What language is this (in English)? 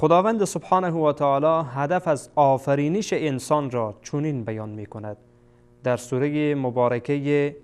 Persian